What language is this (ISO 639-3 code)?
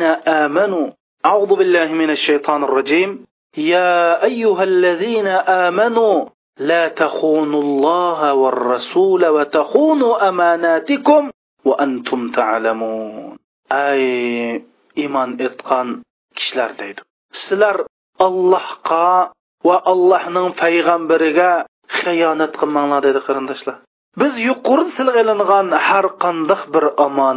uig